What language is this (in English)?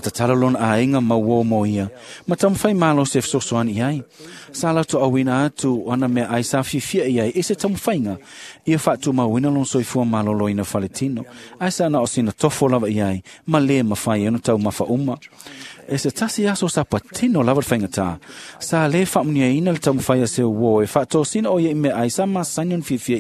Samoan